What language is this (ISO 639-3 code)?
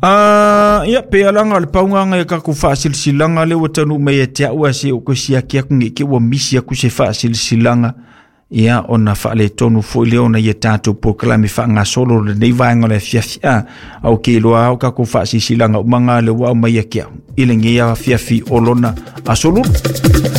smo